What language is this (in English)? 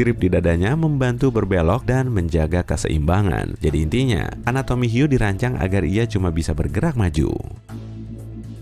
Indonesian